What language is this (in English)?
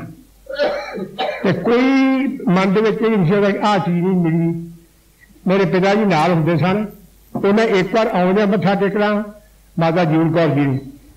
Punjabi